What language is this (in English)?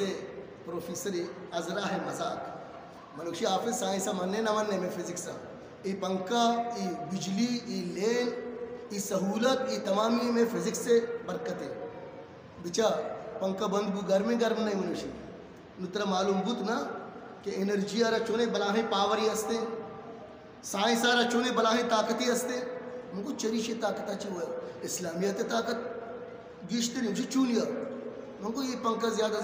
Eastern Balochi